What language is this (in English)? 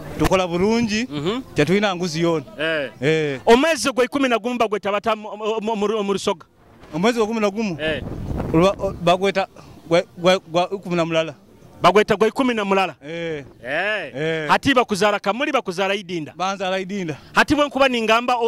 Nyoro